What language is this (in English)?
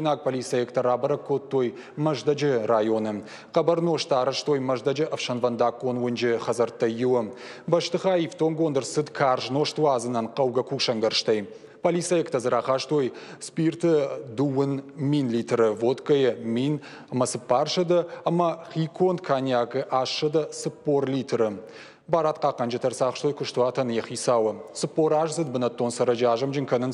Ossetic